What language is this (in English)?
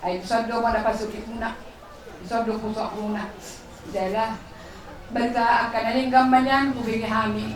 Batak Toba